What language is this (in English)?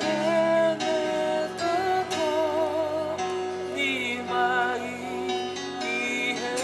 Tongan